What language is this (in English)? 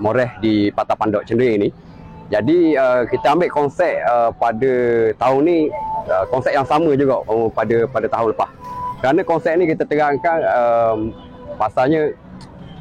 Malay